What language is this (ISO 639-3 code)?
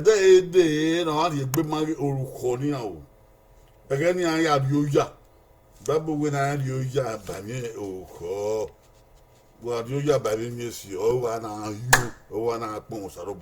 bin